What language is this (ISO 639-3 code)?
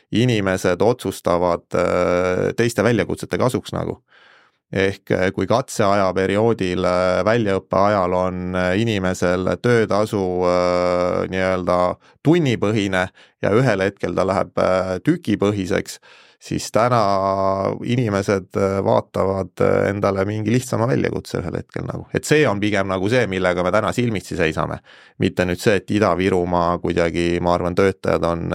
est